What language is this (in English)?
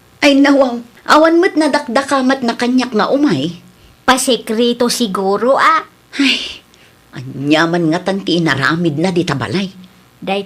Iloko